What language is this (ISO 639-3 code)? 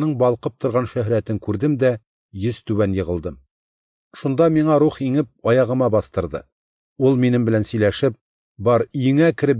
tat